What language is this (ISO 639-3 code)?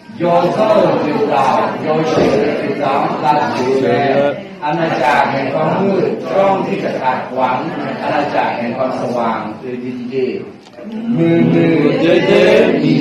ahk